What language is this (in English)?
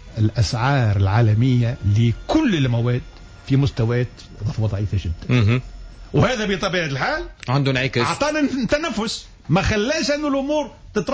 Tunisian Arabic